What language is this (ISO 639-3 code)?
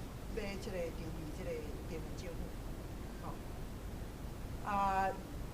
nan